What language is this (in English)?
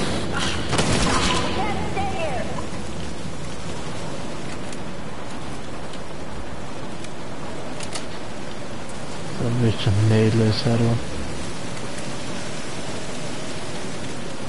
Hungarian